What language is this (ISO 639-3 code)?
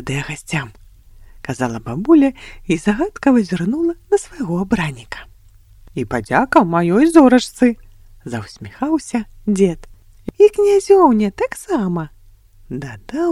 bel